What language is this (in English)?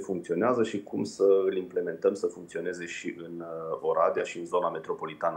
Romanian